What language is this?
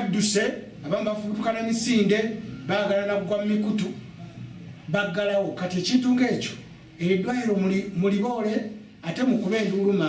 Ganda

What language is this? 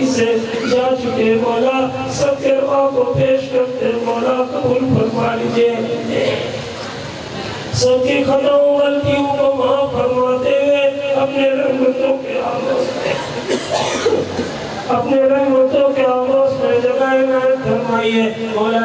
Urdu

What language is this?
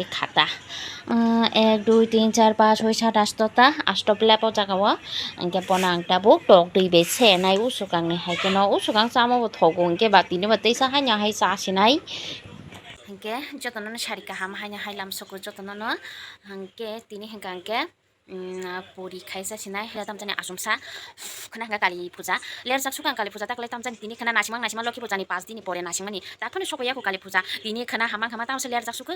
Kok Borok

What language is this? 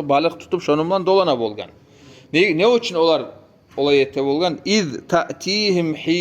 Kumyk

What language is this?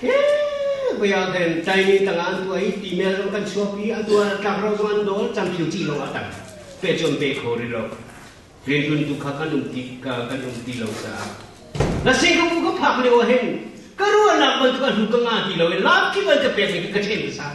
Hakha Chin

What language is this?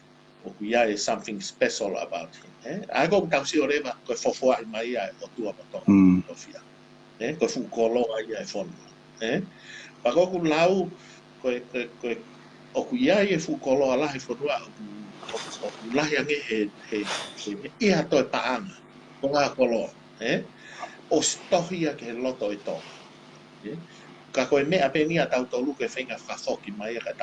Tongan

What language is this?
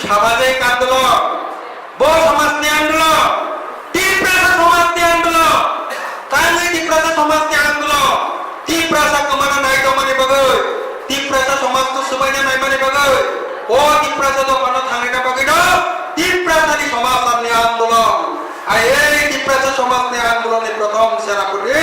Kok Borok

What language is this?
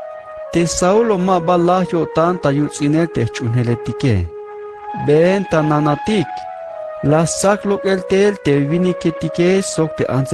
Tzeltal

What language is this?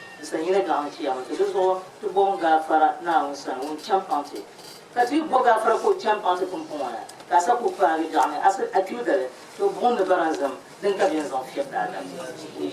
Dagbani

